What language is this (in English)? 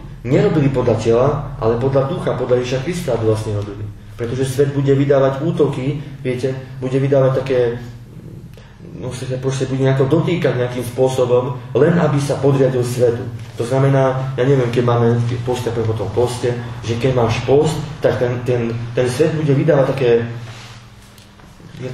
Slovak